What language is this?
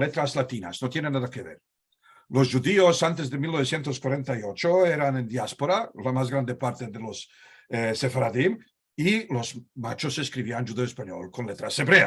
Ladino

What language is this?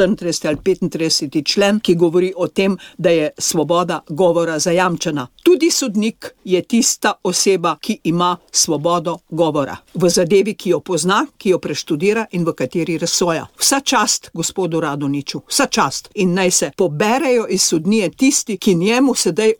Slovenian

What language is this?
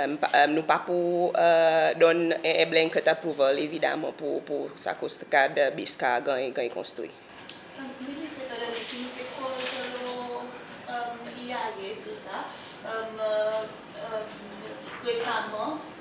Seselwa Creole French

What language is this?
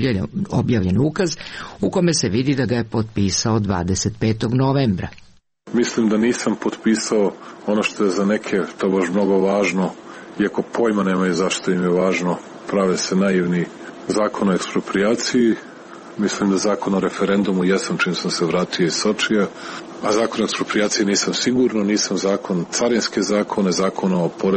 Serbian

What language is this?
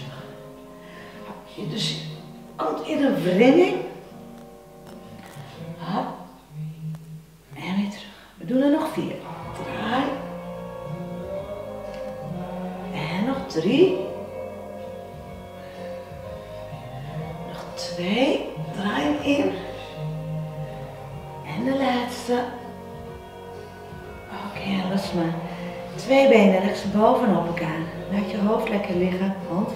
Dutch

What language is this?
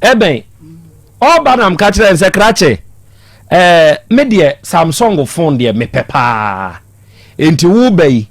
Akan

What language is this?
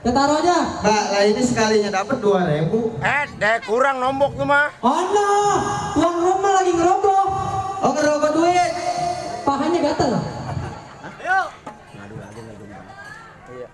Betawi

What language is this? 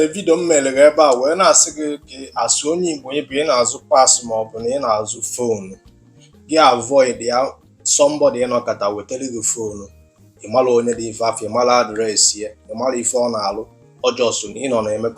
Igbo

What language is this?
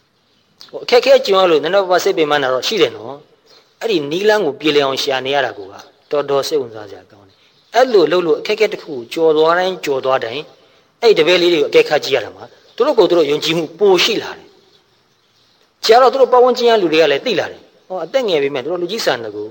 Burmese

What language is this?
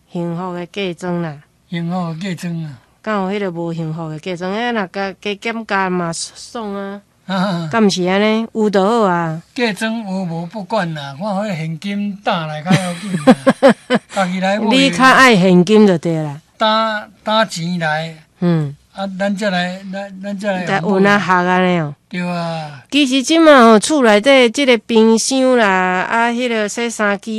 Min Nan Chinese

